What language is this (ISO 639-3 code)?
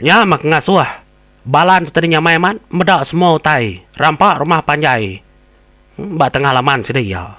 iba